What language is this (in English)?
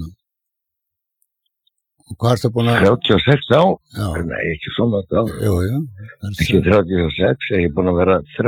Icelandic